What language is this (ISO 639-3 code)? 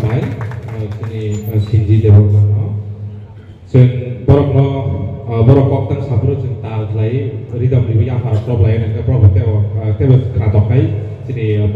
trp